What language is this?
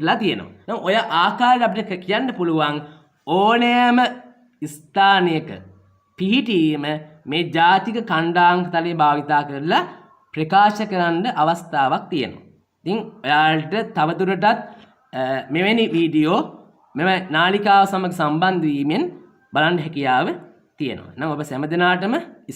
Sinhala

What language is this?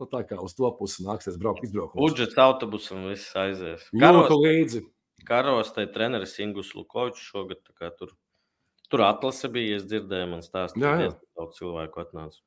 Latvian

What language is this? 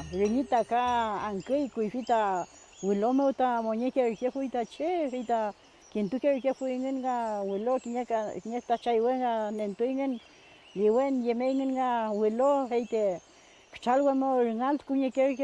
Mapuche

